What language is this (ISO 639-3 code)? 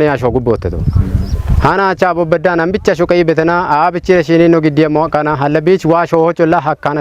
kbr